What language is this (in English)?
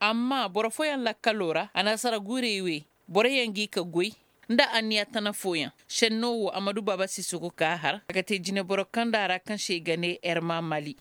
Koyraboro Senni